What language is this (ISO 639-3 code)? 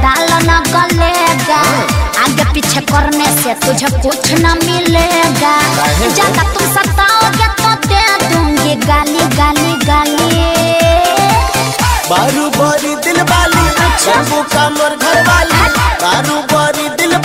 bho